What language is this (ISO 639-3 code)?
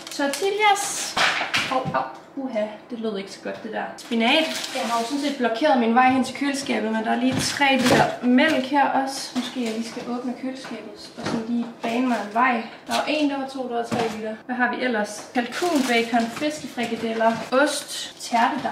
dan